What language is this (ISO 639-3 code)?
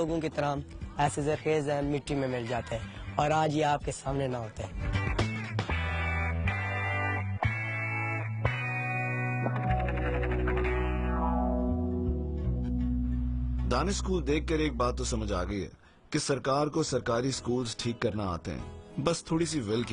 urd